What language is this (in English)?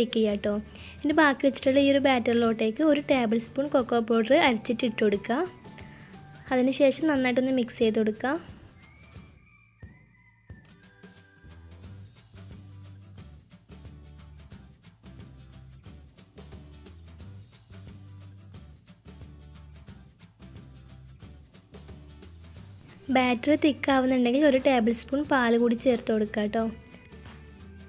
Malayalam